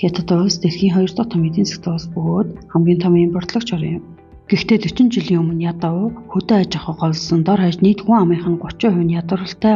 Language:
Mongolian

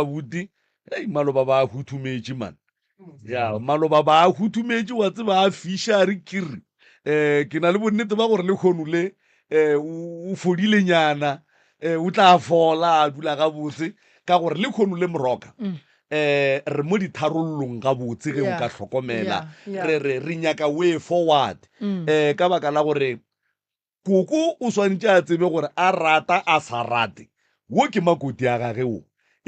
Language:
Northern Sotho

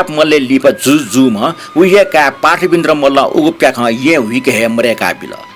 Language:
Newari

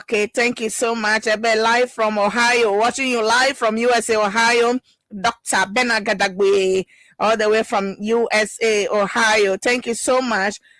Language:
Ewe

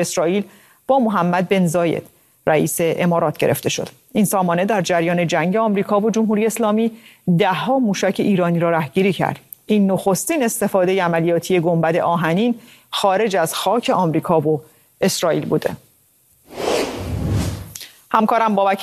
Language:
Persian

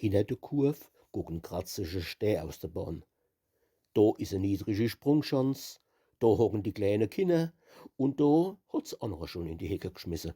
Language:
Palatine German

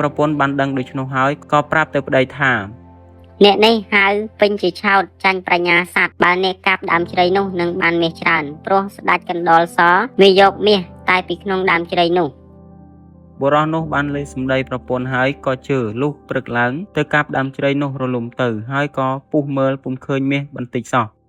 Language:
Khmer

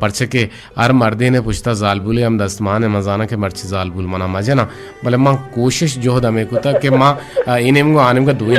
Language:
Eastern Balochi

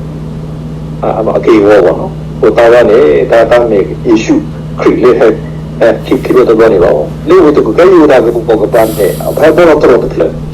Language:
S'gaw Karen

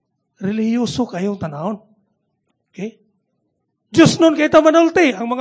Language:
Cebuano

